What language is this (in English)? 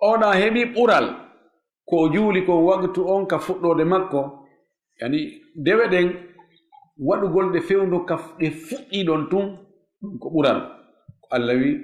Fula